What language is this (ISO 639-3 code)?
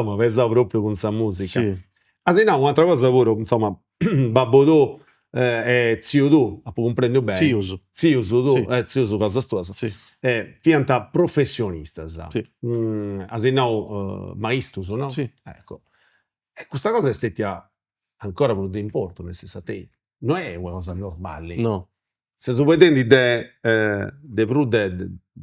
srd